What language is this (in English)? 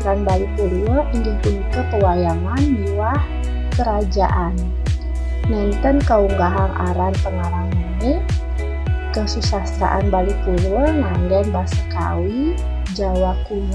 Balinese